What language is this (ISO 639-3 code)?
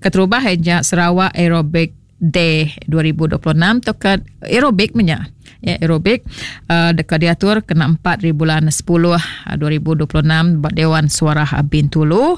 iba